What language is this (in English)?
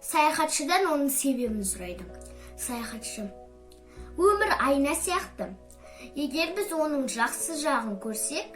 Kazakh